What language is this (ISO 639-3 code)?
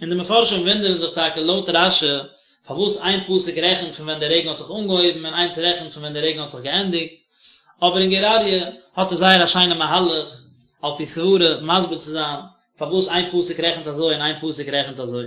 yid